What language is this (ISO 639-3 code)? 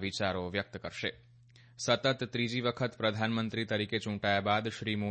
guj